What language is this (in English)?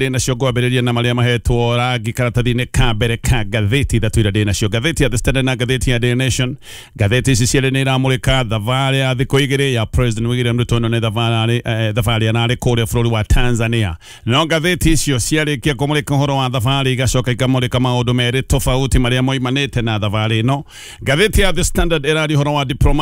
Kikuyu